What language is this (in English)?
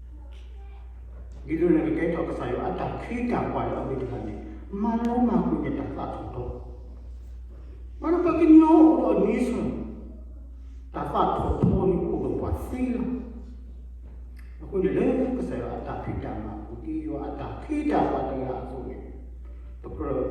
S'gaw Karen